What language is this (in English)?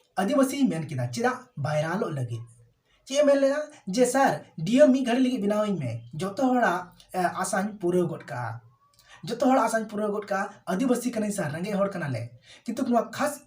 Santali